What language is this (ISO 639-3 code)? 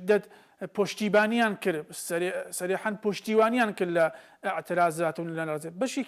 ckb